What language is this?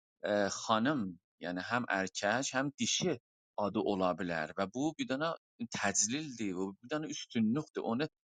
South Azerbaijani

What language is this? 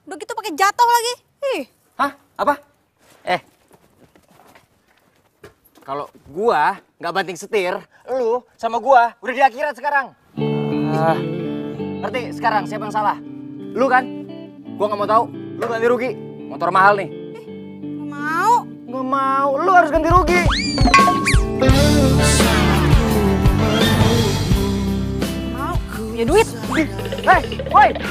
Indonesian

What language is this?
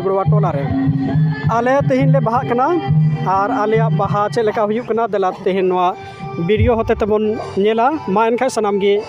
Santali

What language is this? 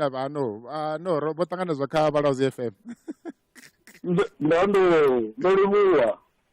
Venda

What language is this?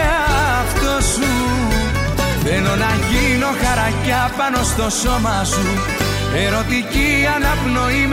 Greek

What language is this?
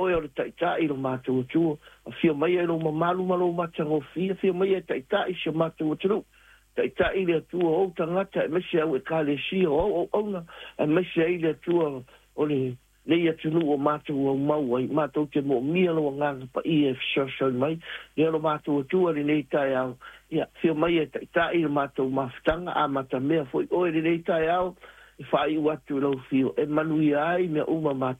Samoan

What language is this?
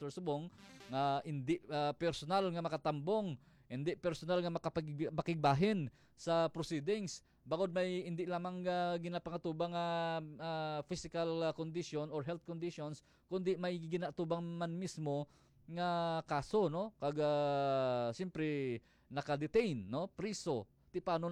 Hiligaynon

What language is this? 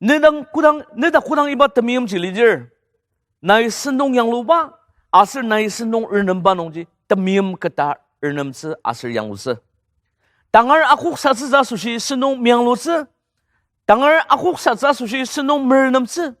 Ao Naga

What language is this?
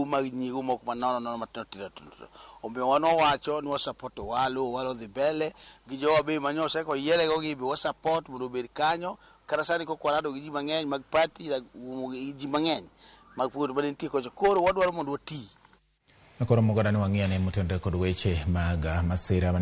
Luo (Kenya and Tanzania)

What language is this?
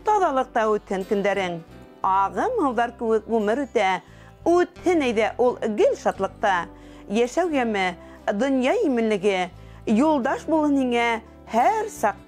Bashkir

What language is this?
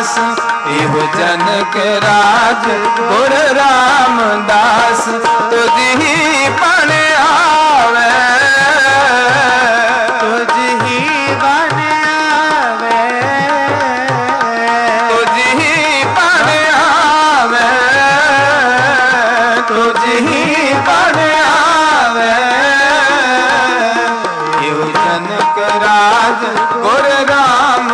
Punjabi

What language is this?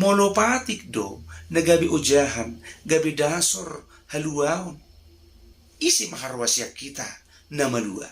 Batak Toba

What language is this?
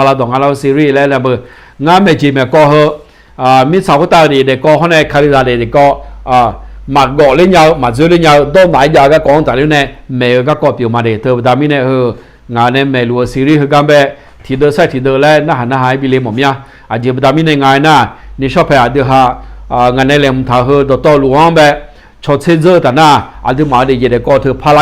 Akha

